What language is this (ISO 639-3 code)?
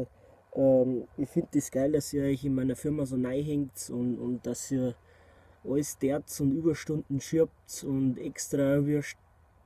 bar